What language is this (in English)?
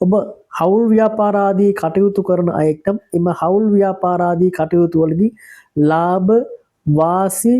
Sinhala